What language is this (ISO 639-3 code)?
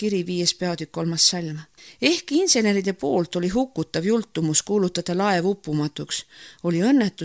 est